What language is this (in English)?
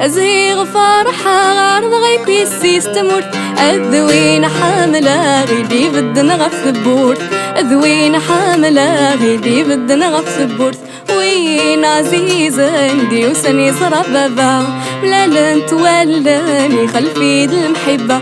Kabyle